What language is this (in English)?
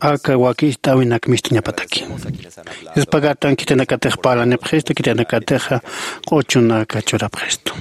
Aymara